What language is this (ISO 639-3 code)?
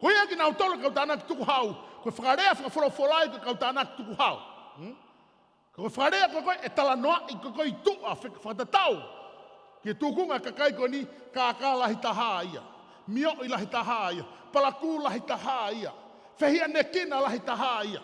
ton